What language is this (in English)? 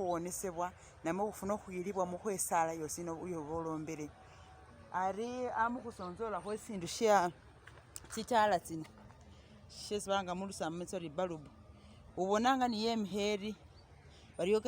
Masaaba